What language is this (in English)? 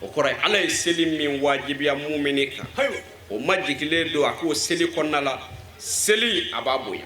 Bambara